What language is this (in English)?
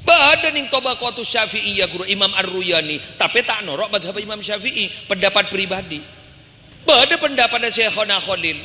Madurese